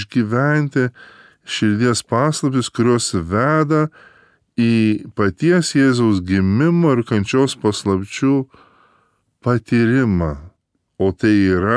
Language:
Lithuanian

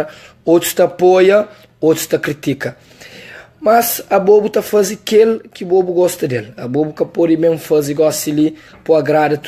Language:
Kabuverdianu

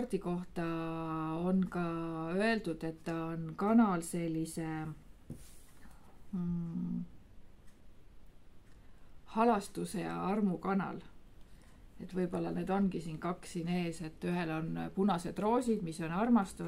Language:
Estonian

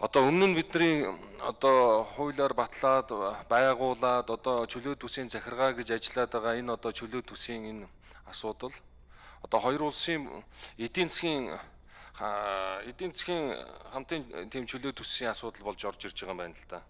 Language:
Mongolian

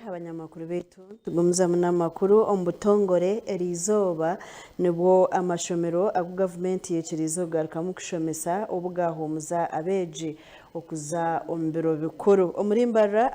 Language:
Nyankole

